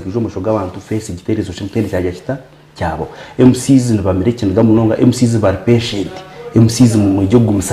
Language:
Nyankole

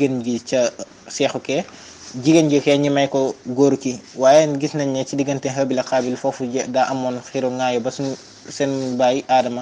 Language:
Wolof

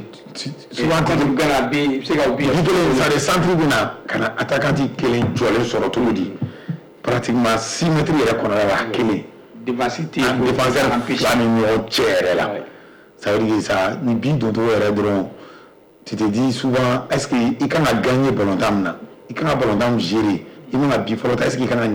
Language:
Bambara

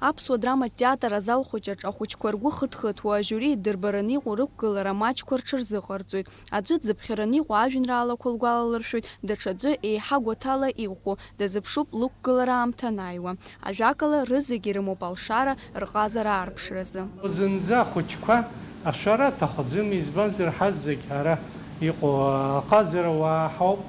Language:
Abkhazian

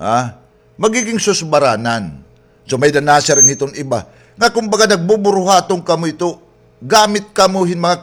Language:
Waray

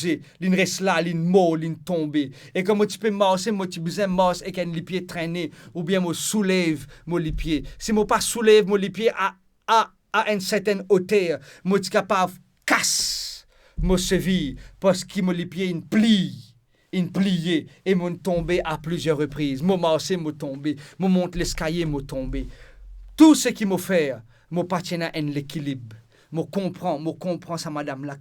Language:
Morisyen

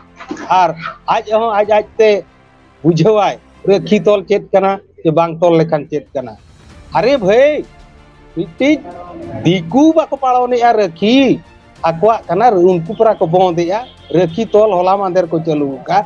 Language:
Santali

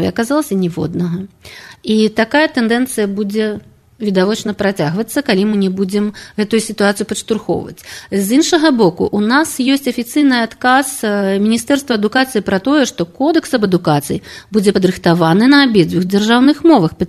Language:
Belarusian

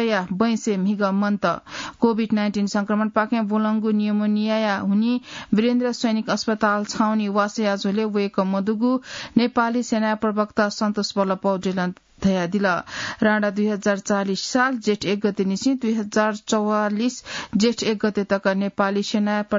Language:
Newari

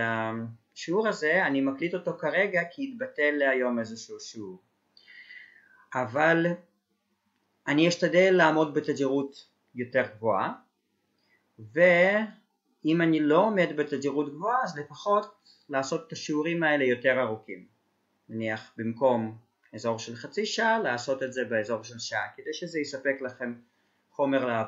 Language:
Hebrew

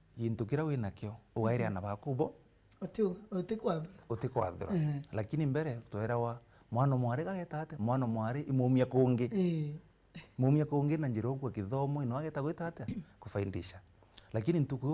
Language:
Meru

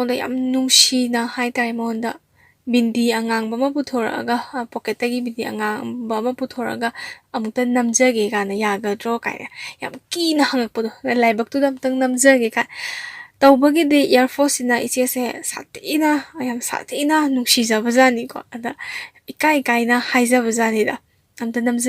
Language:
Manipuri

